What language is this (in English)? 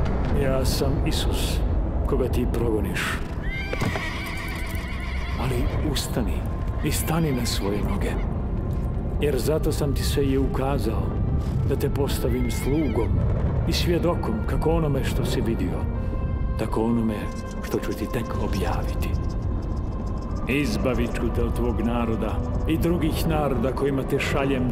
Croatian